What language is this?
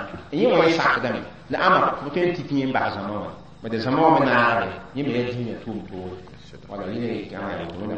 Mossi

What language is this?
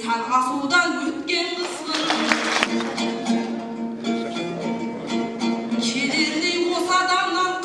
Kazakh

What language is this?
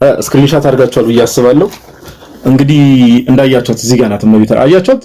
Amharic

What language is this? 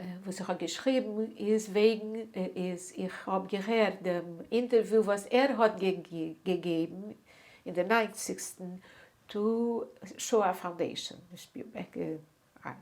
Yiddish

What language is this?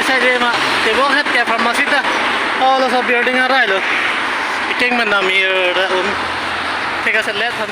Karbi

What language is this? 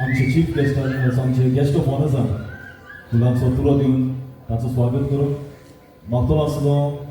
Konkani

